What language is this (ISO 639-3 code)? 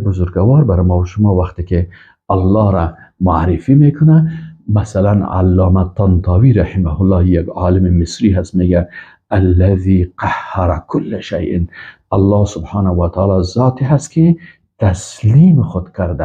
fas